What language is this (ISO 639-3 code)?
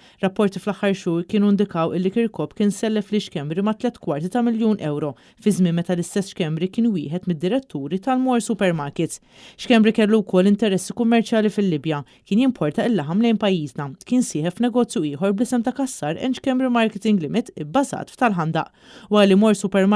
mlt